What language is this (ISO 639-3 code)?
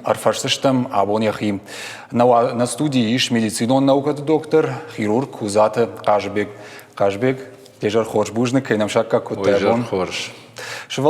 oss